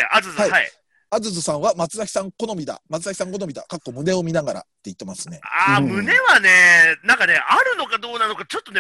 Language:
Japanese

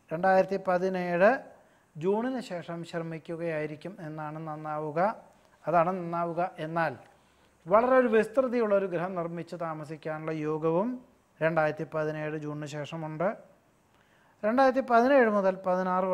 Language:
Malayalam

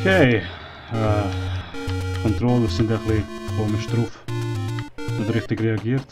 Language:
Swiss German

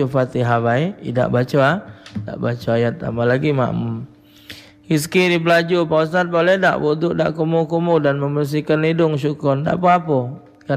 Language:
Musi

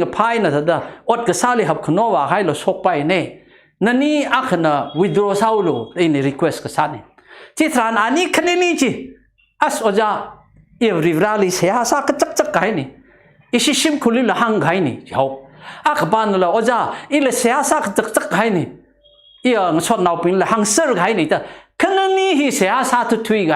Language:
Tangkhul Naga (India)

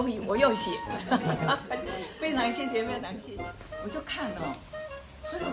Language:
Chinese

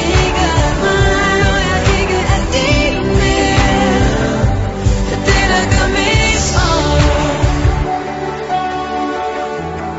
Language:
Danish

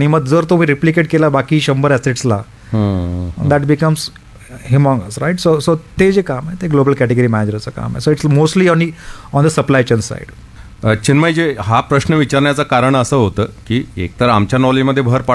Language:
Marathi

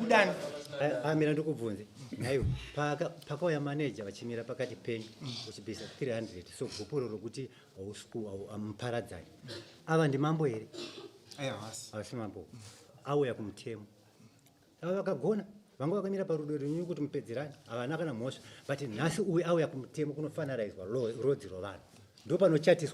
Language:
Shona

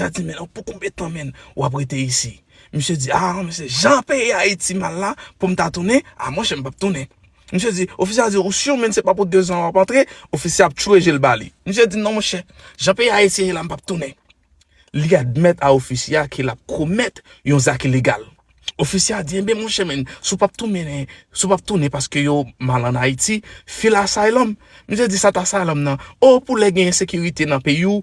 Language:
Haitian Creole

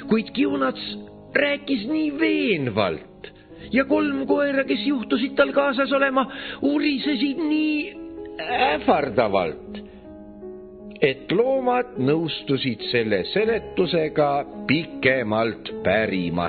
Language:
Estonian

